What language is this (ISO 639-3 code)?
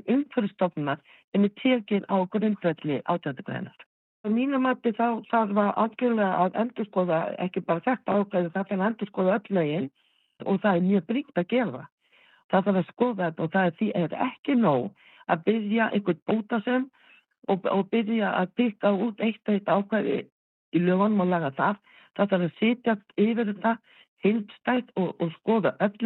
isl